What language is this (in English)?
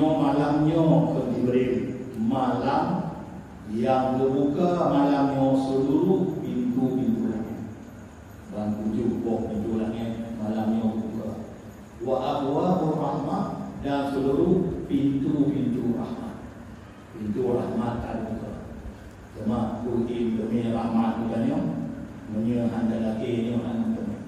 Achinese